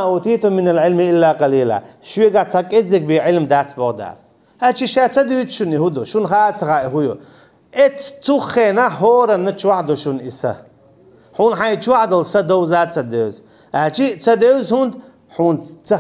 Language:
Chechen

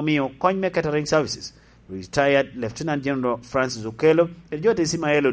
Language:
Lango (Uganda)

